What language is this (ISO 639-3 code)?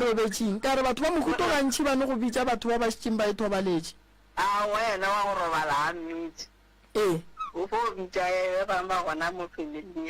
nso